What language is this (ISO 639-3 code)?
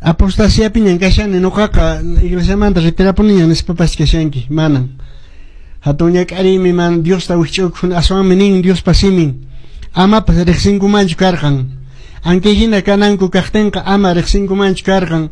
que